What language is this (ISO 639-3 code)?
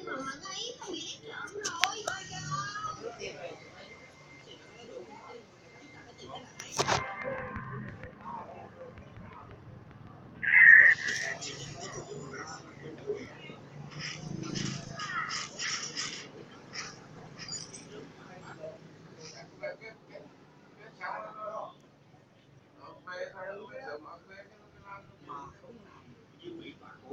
vie